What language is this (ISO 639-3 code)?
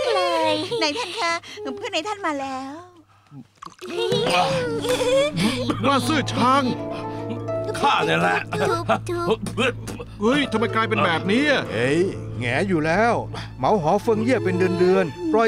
tha